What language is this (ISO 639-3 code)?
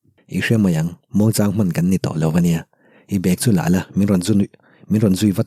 lus